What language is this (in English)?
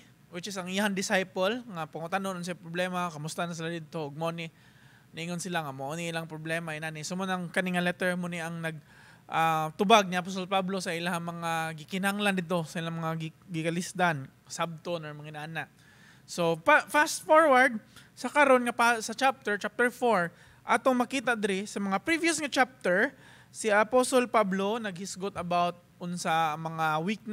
Cebuano